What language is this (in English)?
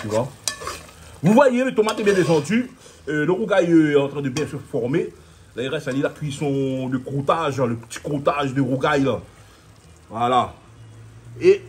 Réunion Creole French